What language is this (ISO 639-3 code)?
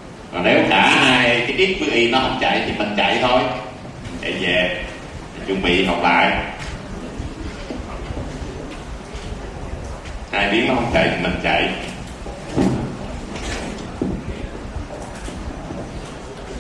vie